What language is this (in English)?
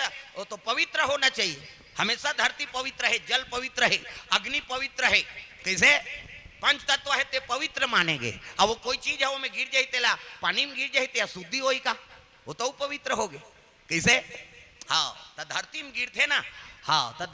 Chhattisgarhi